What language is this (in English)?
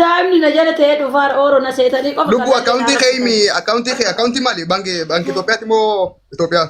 Oromo